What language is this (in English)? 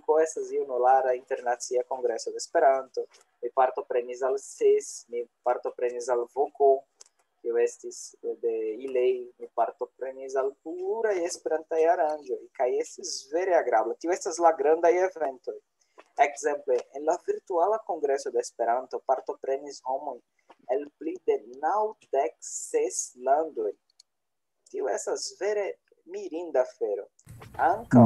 Esperanto